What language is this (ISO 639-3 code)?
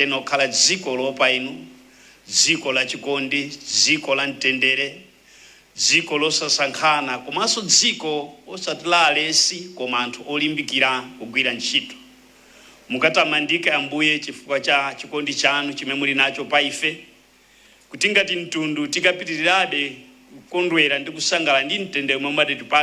nya